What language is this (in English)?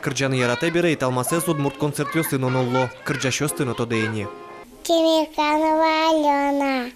Udmurt